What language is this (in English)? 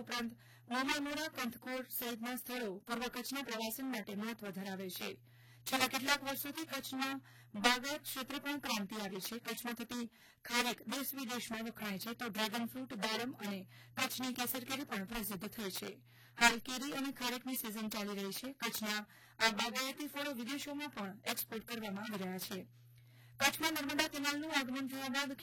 Gujarati